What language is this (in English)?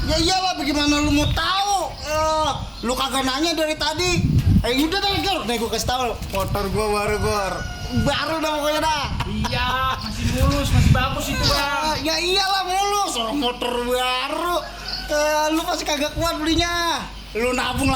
Betawi